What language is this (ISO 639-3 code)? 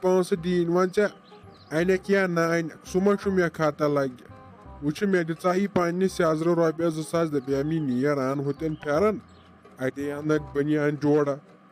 kas